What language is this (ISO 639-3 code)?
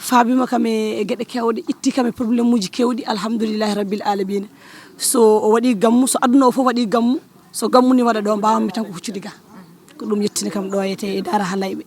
ful